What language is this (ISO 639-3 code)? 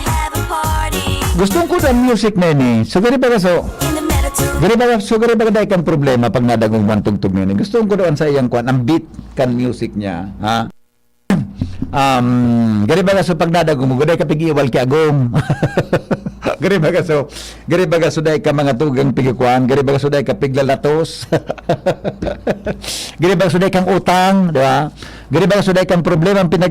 bik